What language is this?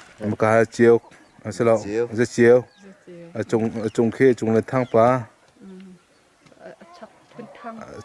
Hakha Chin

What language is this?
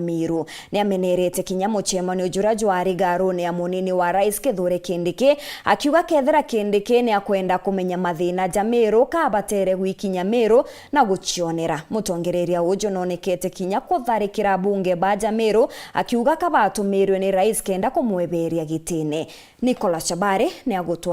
Meru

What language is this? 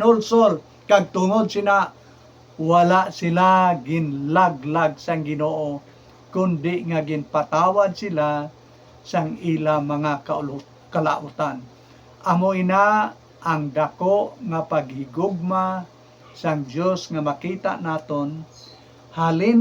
Hiligaynon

